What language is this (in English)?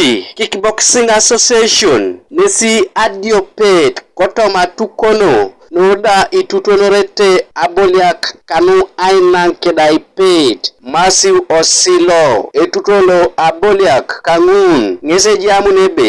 Teso